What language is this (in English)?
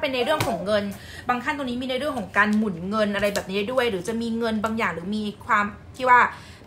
Thai